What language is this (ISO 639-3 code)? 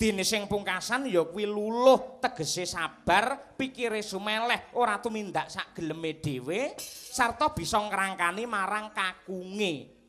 jav